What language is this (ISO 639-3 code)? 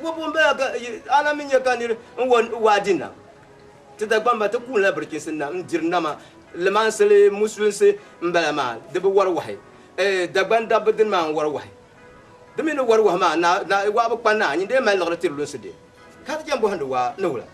dag